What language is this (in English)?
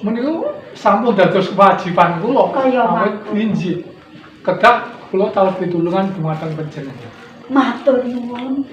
Javanese